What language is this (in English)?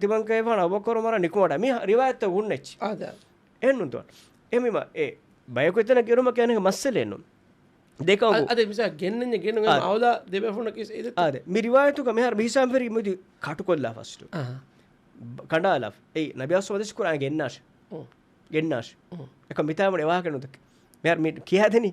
Divehi